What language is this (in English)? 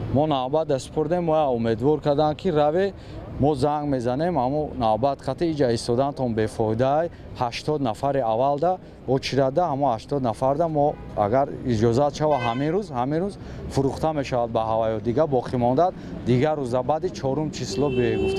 Tajik